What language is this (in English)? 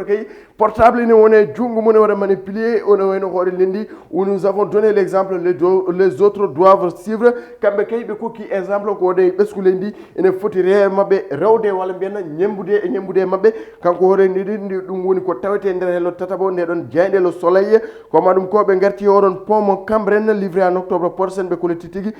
Fula